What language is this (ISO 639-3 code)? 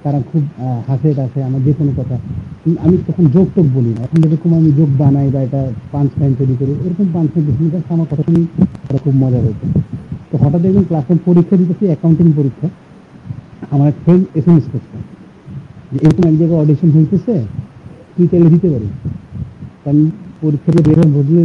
ben